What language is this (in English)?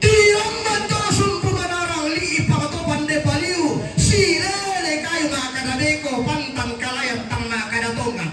Toraja-Sa'dan